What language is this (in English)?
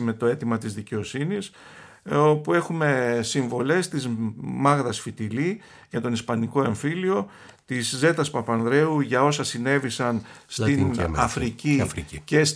Greek